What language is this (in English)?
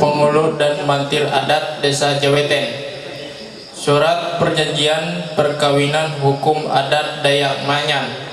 Ma'anyan